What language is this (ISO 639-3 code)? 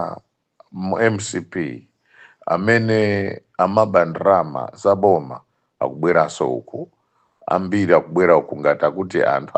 nya